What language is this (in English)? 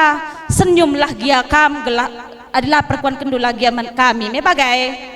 Batak Karo